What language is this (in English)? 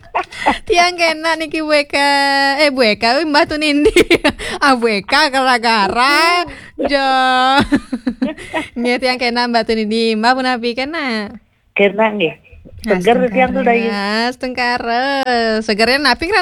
Balinese